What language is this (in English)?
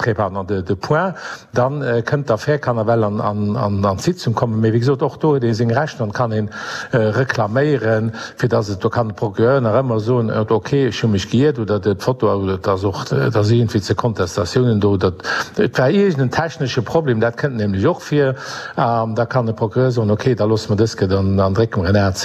Luxembourgish